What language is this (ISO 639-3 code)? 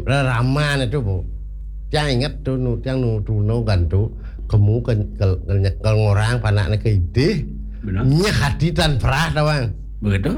ban